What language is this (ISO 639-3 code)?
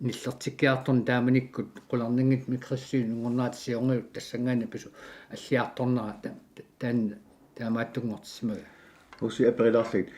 kal